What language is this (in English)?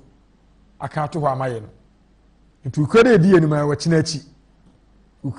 Akan